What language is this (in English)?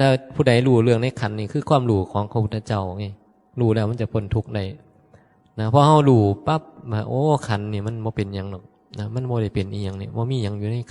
Northeastern Thai